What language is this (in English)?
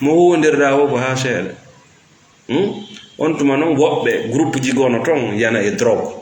Fula